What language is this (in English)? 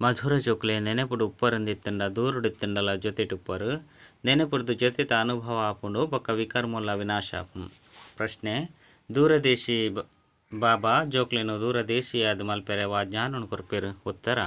Tulu